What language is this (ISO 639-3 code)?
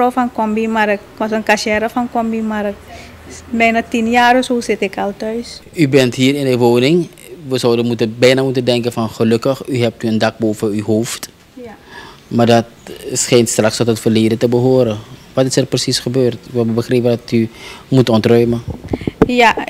nld